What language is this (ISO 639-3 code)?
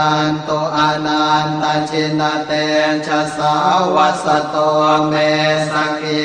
pli